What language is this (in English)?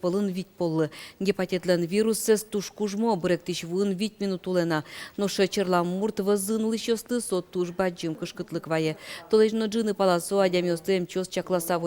Udmurt